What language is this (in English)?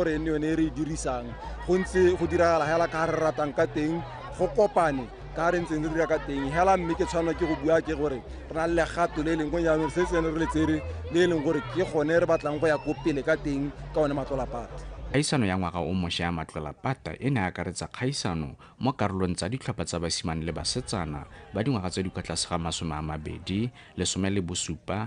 Tswana